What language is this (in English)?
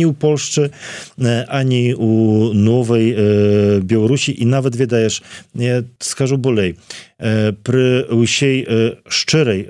Belarusian